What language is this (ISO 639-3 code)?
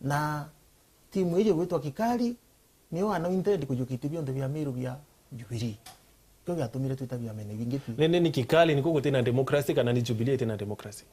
mer